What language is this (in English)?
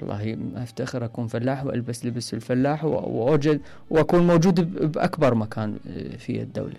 Mesopotamian Arabic